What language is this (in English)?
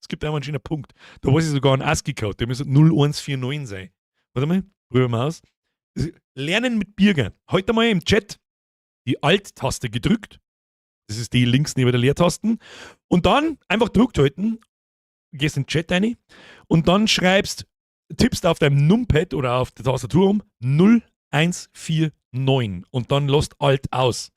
Bavarian